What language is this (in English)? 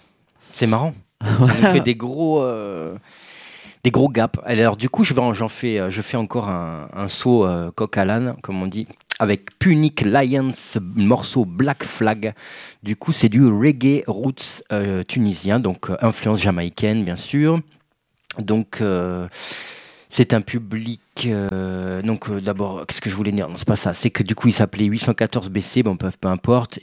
French